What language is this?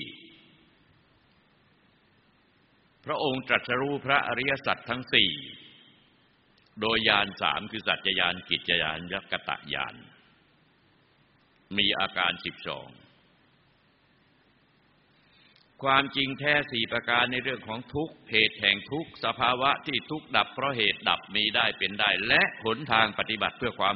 Thai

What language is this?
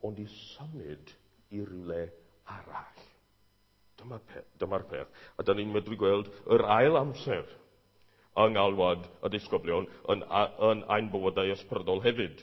Welsh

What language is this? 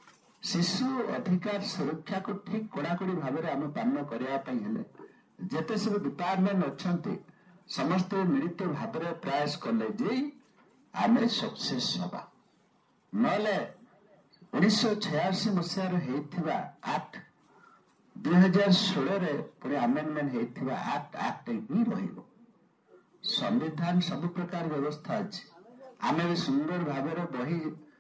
Odia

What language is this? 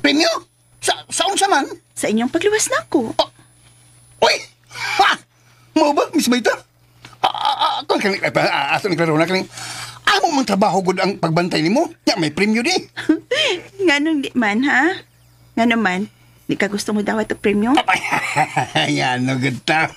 Cebuano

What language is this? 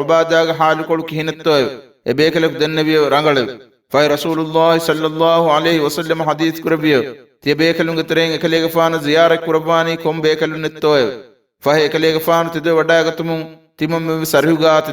Divehi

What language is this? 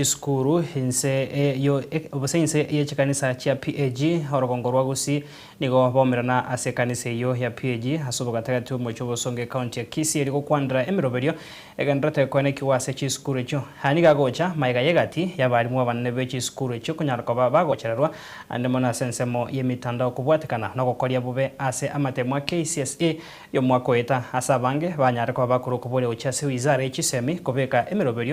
Gusii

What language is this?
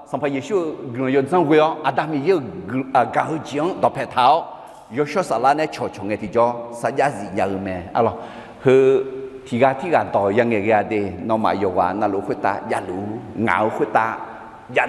Akha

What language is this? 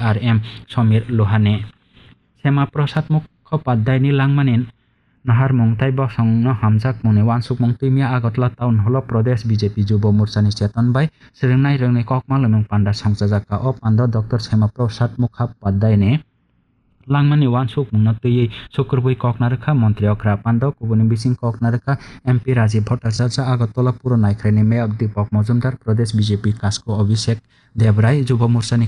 Kok Borok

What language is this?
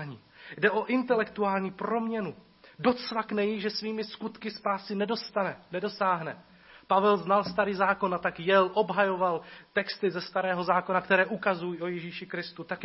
Czech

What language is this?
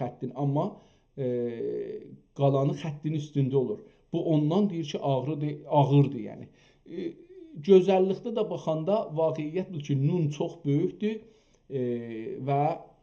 South Azerbaijani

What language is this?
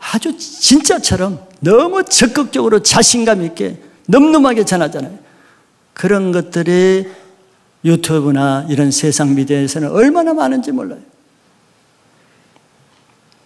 Korean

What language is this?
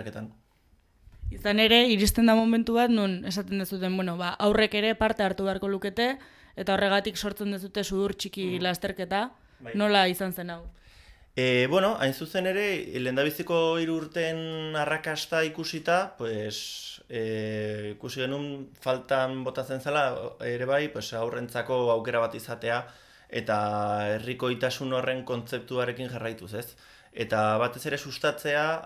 Basque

